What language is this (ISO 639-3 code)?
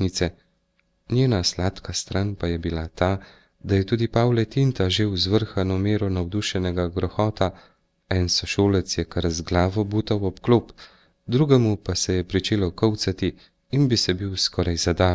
slv